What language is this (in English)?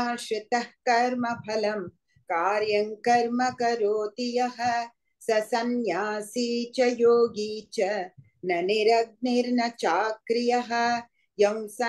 Sanskrit